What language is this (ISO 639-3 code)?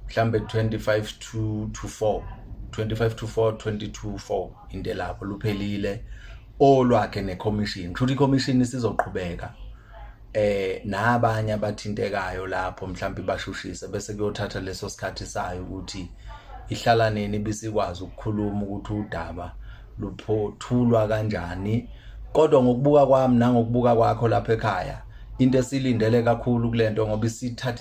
zul